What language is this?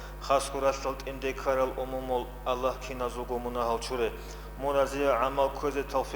Avaric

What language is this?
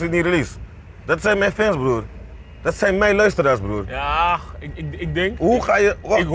Dutch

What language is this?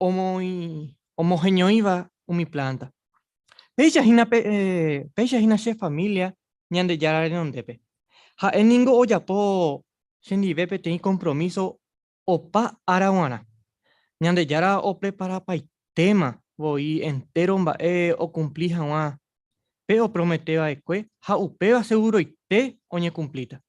Guarani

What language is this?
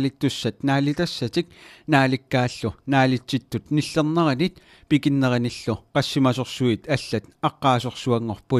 Kalaallisut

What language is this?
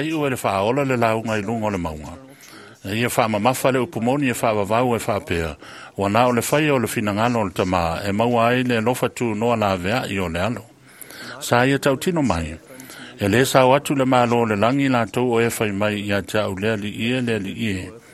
Samoan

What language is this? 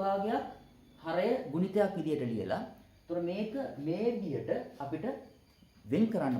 Sinhala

